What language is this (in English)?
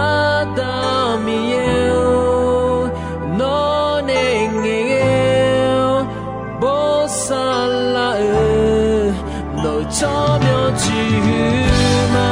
Akha